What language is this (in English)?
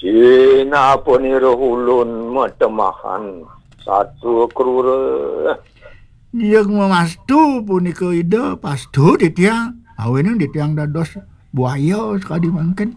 Balinese